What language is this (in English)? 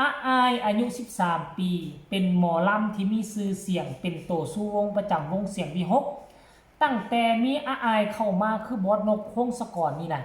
Northeastern Thai